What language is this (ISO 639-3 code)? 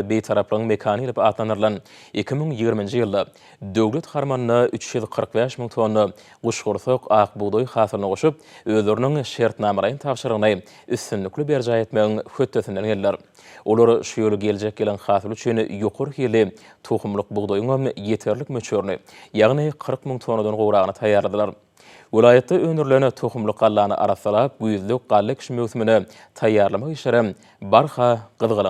tuk